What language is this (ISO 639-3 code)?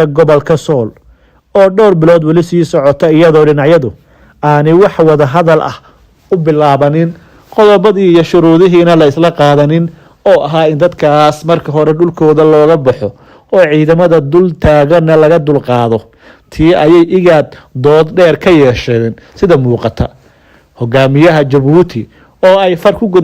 som